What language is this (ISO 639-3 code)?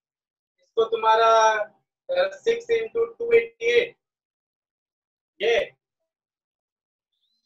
hin